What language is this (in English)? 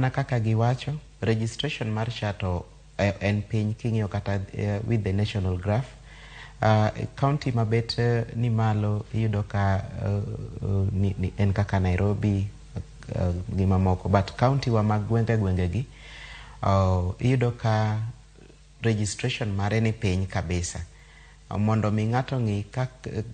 Luo (Kenya and Tanzania)